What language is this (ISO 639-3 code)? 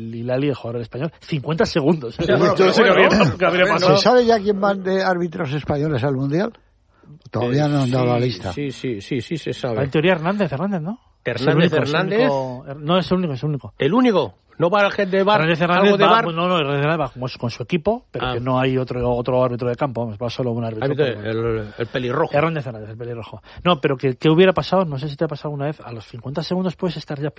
spa